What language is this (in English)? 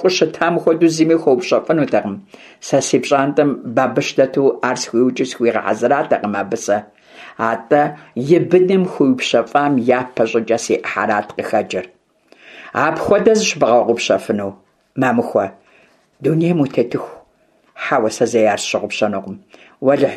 Kabardian